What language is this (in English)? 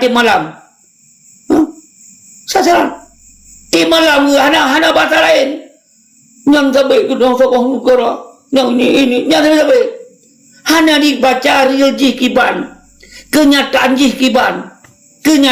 Achinese